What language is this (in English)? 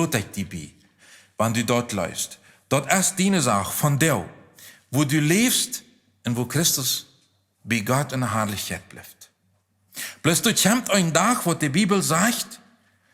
Plautdietsch